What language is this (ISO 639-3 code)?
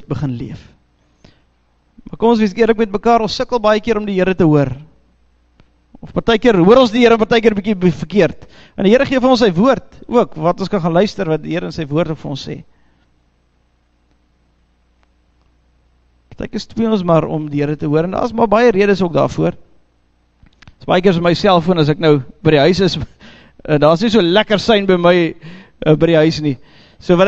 afr